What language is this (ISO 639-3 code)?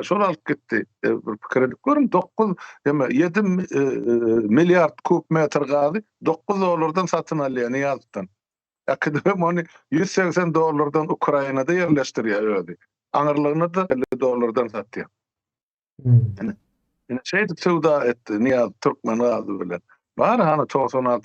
tuk